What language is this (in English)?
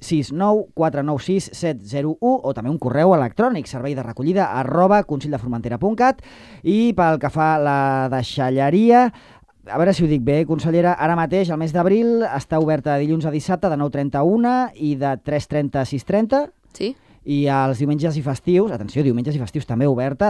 Catalan